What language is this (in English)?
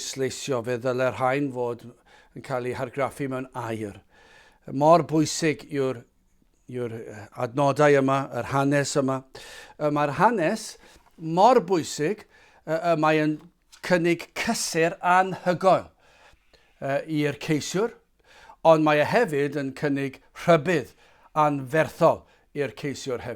Welsh